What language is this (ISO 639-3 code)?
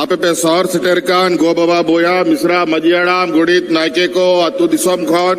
sat